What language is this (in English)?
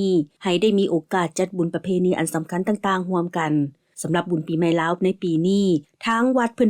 Lao